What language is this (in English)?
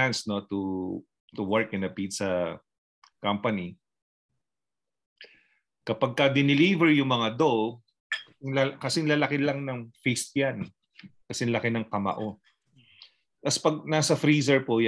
Filipino